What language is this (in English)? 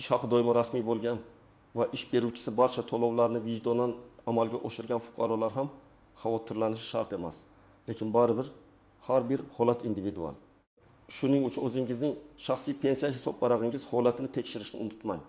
Uzbek